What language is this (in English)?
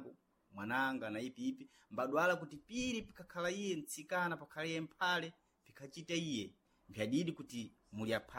Sena